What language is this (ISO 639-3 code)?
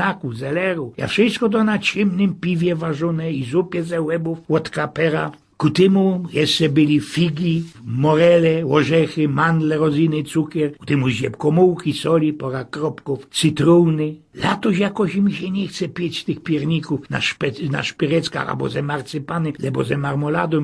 szl